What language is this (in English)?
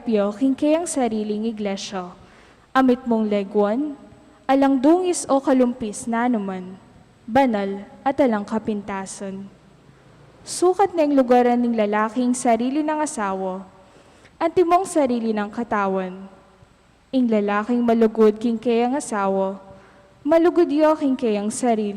Pampanga